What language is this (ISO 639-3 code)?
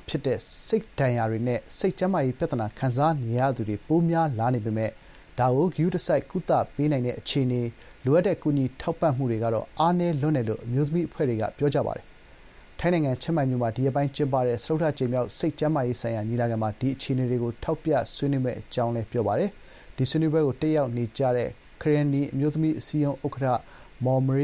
mya